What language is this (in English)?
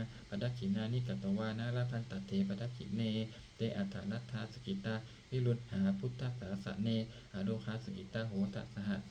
Pali